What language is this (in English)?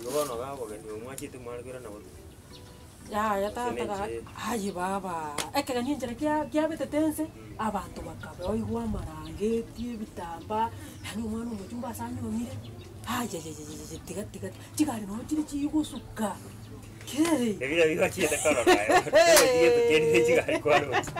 Gusii